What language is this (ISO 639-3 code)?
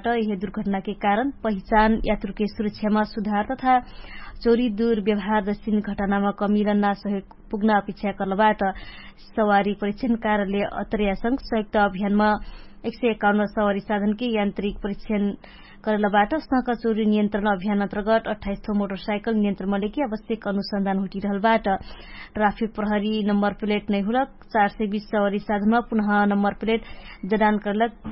thl